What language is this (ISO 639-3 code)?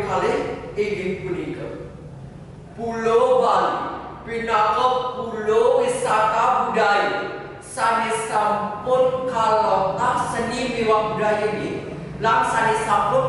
ban